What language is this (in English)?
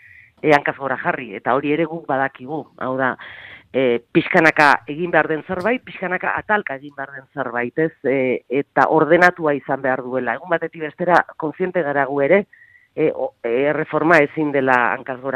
Basque